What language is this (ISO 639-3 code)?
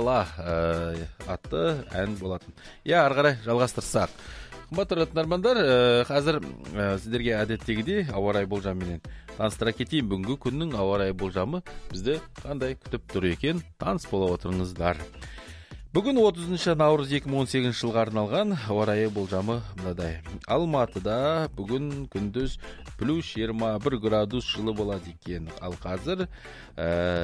kaz